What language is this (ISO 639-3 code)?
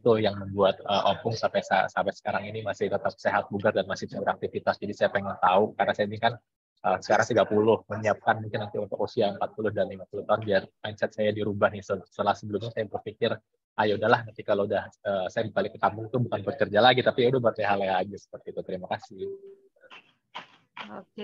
ind